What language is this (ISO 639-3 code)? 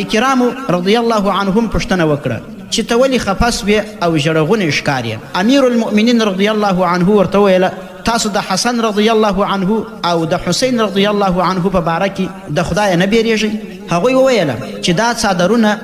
pus